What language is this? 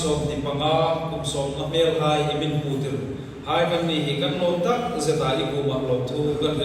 Hmar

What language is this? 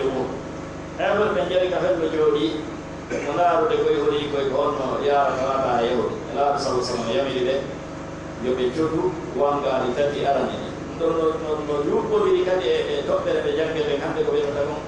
Pular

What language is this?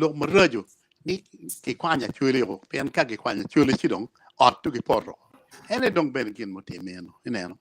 Acoli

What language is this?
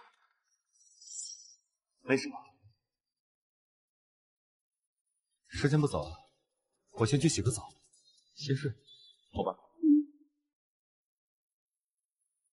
Chinese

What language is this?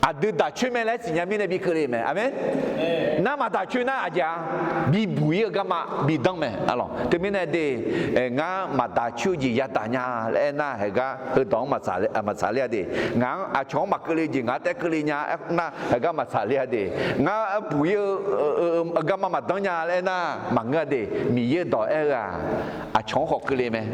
Akha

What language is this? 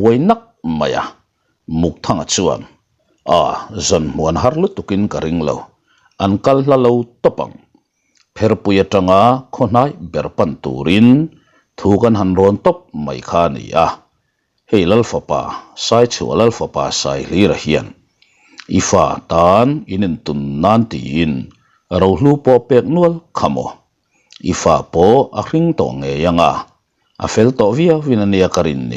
Mizo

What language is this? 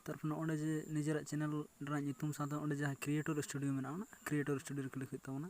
Santali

